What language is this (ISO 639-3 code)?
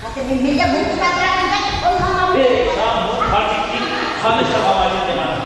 chv